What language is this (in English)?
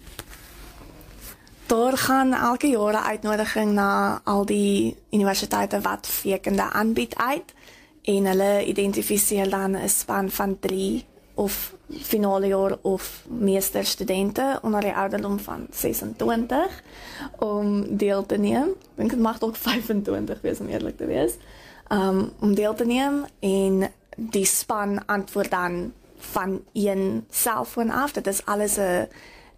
Afrikaans